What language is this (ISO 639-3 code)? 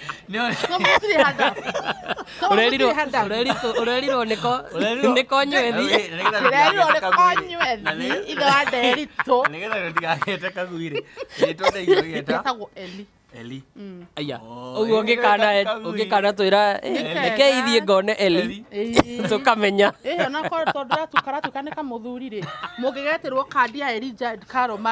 kik